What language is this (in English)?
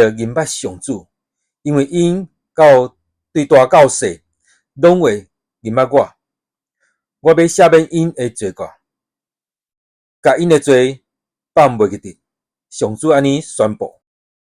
Min Nan Chinese